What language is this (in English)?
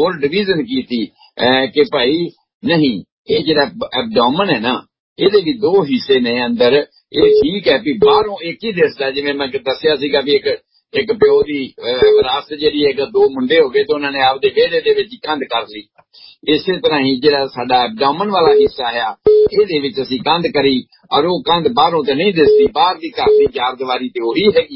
Punjabi